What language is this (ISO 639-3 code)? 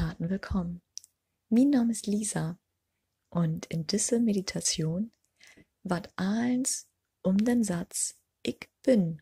nds